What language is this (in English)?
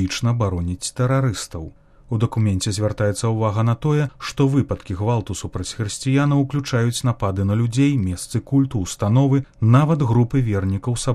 Belarusian